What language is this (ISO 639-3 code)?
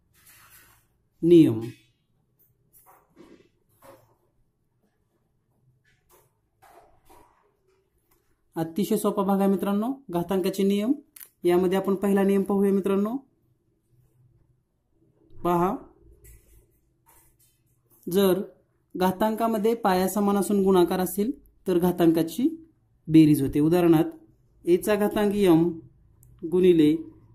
mar